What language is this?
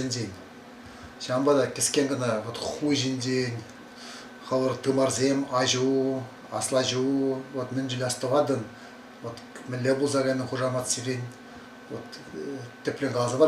Chuvash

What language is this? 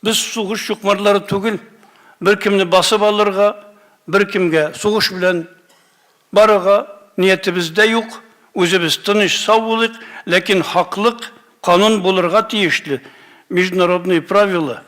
Tatar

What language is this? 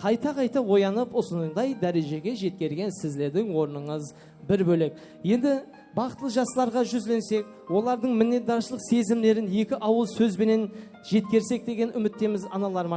Kara-Kalpak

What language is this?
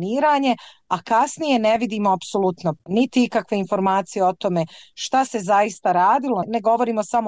Bosnian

